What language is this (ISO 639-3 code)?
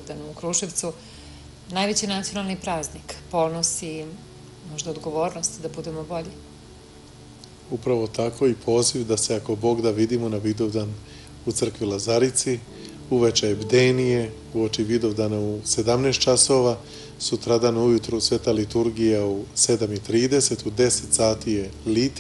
srp